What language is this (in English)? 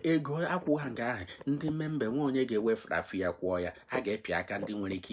Igbo